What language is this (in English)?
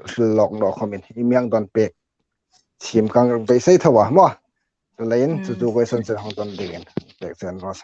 Hmar